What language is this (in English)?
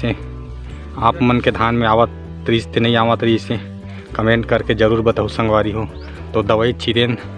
Chhattisgarhi